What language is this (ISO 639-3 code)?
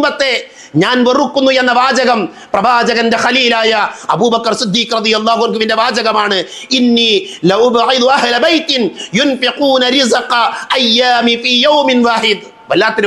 mal